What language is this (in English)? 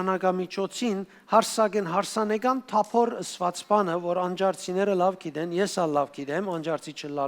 Western Armenian